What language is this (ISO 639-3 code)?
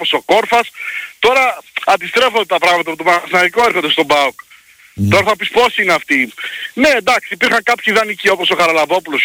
ell